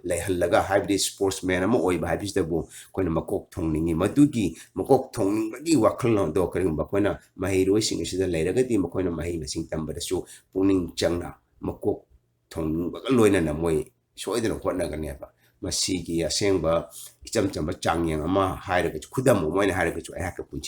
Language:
Manipuri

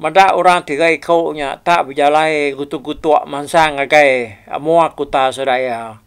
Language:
Iban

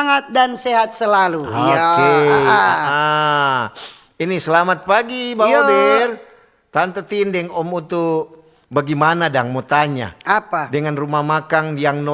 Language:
Manado Malay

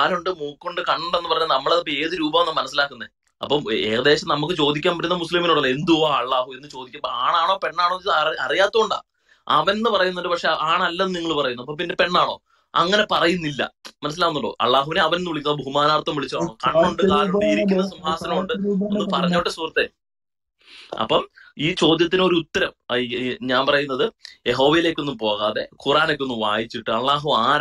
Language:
Malayalam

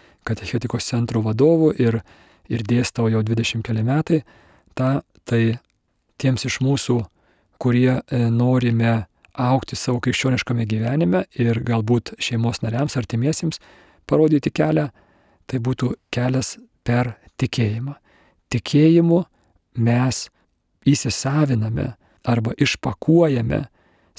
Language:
Lithuanian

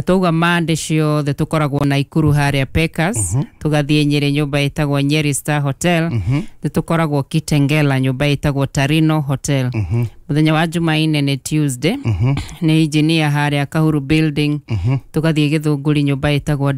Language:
Kikuyu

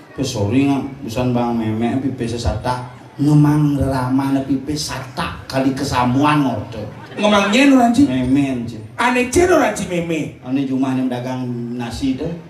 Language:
Balinese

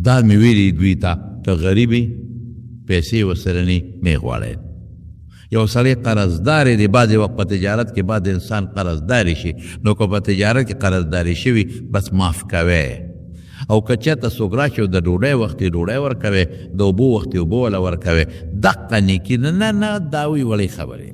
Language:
Pashto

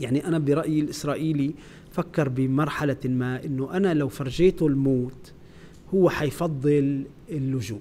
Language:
North Levantine Arabic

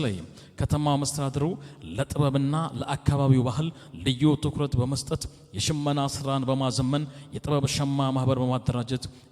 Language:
Amharic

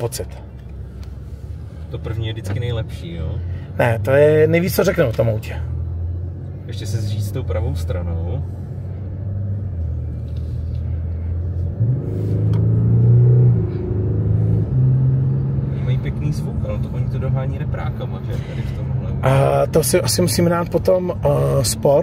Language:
Czech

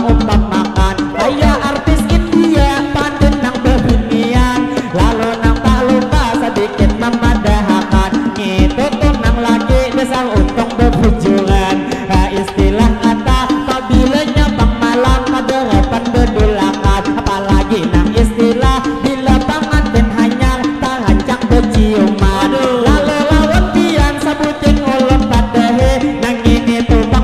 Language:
Banjar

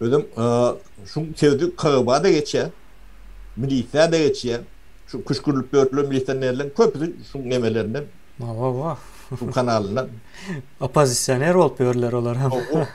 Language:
Turkmen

